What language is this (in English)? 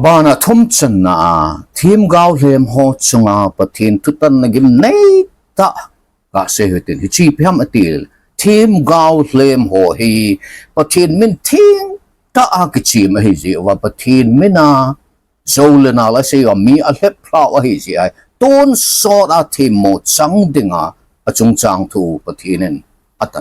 Thado Chin